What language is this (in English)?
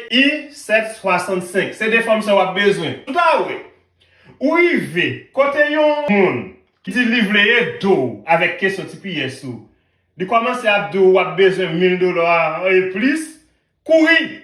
Haitian Creole